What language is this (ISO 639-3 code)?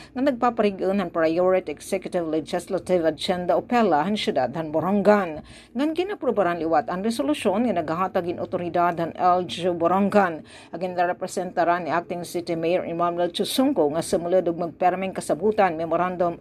war